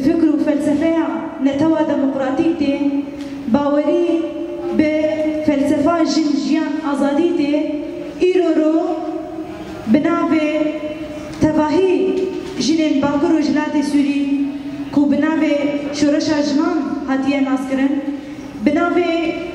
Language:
Kurdish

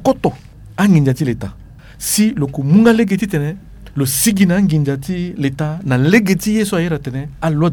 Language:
Sango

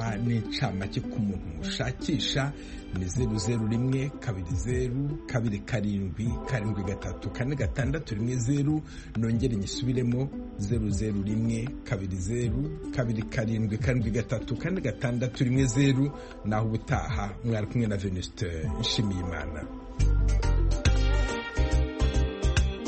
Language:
Kinyarwanda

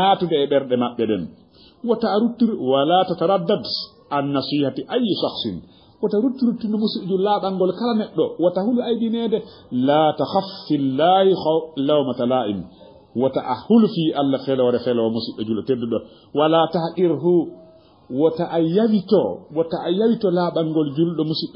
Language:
Fula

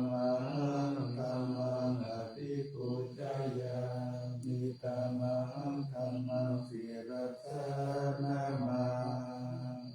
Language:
Pali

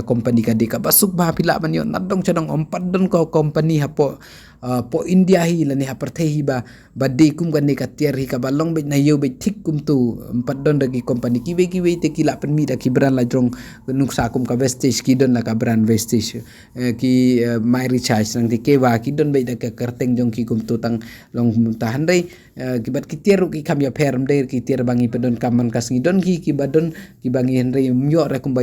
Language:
Khasi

